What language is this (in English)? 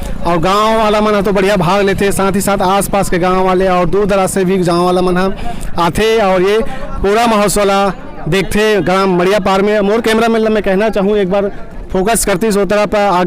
Chhattisgarhi